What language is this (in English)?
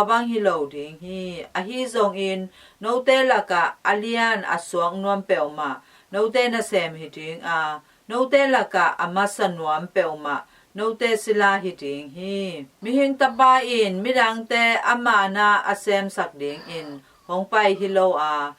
Tedim Chin